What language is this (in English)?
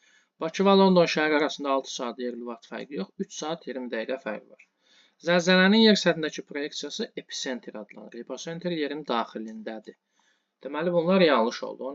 Azerbaijani